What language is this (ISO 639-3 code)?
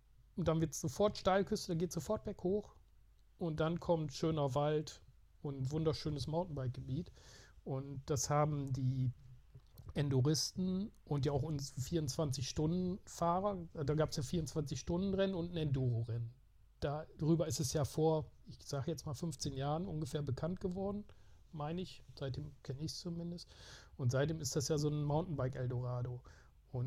deu